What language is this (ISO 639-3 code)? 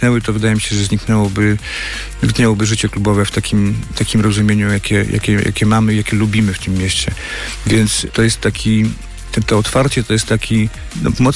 pol